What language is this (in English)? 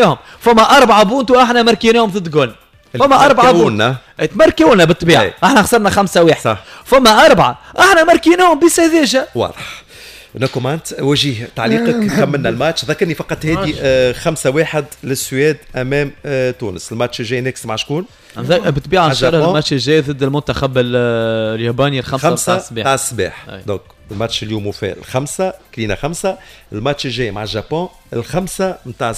Tunisian Arabic